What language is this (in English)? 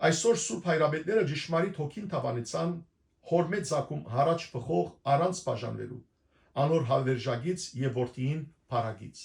Western Armenian